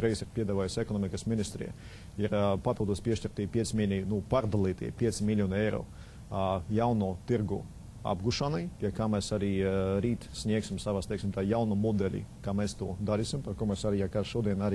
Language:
Latvian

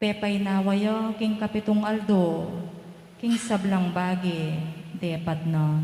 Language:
Pampanga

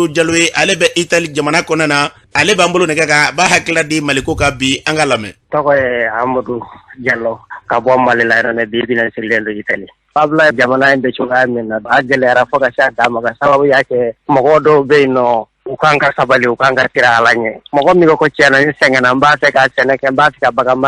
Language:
Bambara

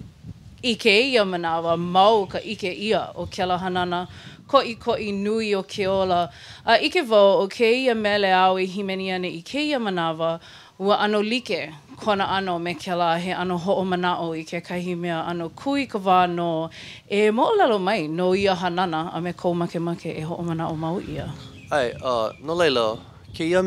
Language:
Hawaiian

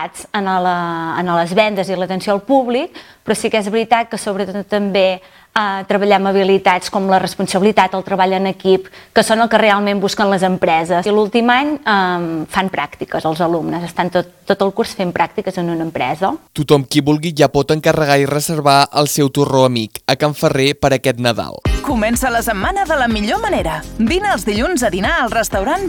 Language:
Catalan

